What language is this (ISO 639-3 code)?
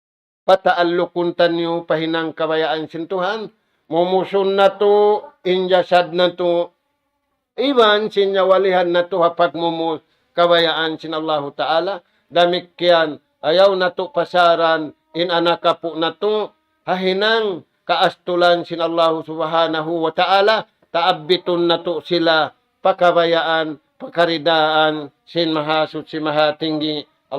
tsg